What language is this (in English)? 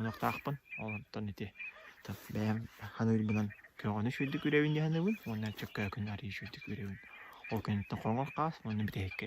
Yakut